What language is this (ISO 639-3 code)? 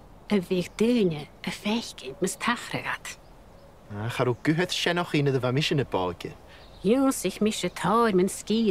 gla